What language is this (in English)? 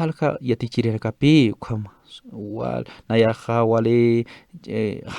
Aymara